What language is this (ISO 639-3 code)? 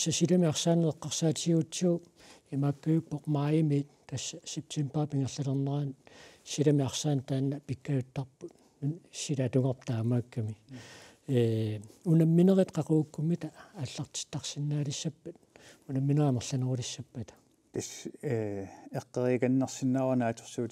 kal